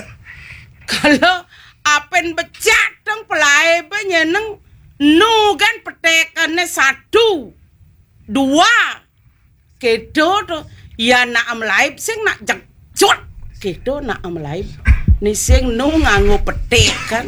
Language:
Balinese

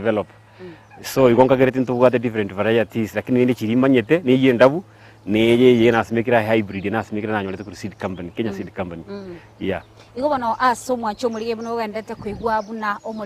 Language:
Gusii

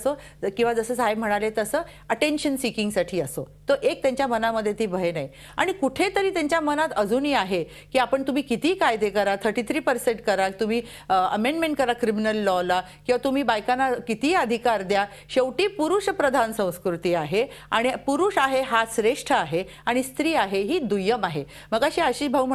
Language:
Marathi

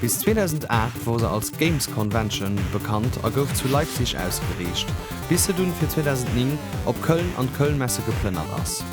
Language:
Luxembourgish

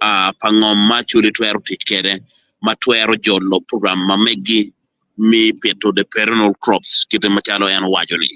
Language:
Acoli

